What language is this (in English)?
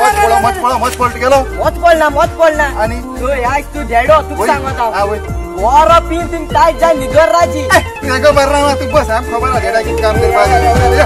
Konkani